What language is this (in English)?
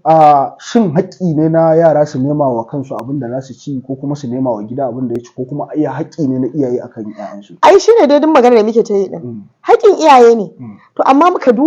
Hausa